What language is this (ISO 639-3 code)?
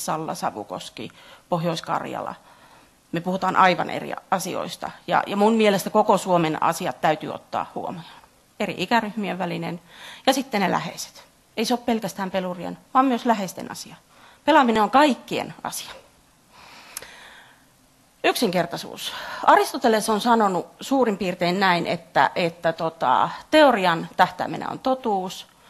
fin